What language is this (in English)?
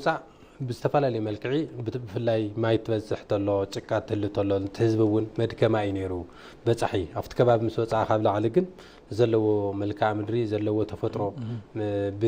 Tigrinya